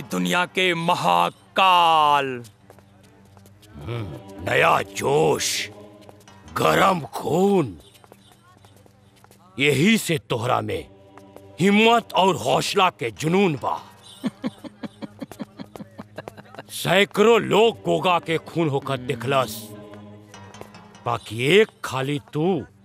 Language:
Bhojpuri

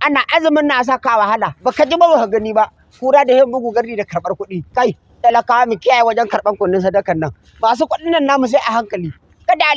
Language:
Hausa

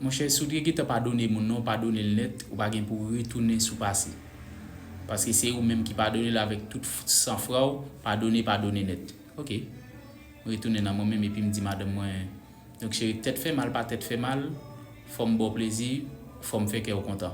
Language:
Haitian Creole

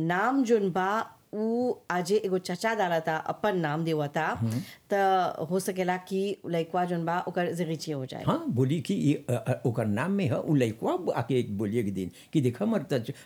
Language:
Bhojpuri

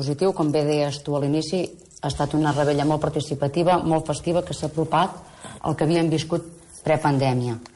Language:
Catalan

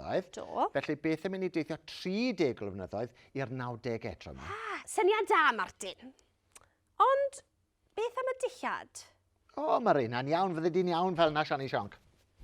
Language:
Welsh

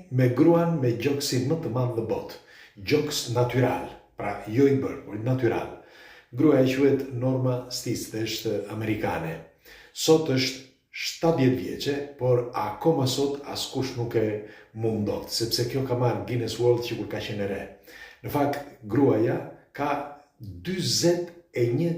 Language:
Albanian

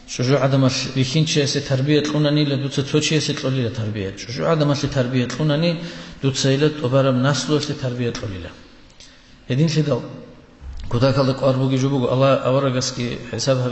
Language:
Avaric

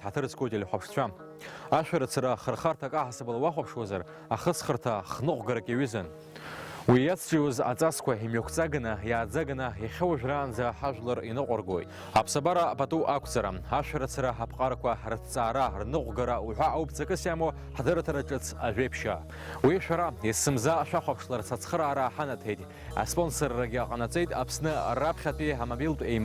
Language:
Abkhazian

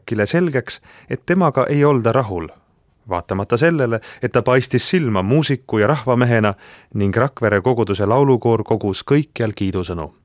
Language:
Estonian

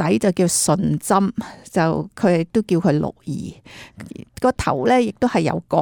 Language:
Cantonese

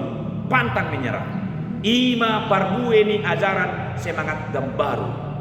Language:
Batak Toba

